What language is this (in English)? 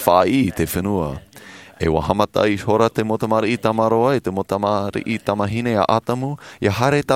Tahitian